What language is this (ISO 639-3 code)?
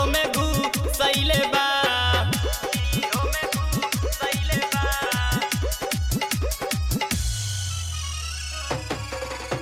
bho